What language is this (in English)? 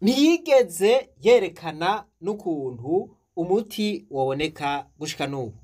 Rundi